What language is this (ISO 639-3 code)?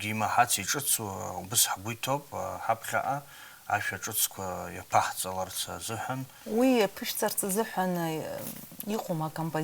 abk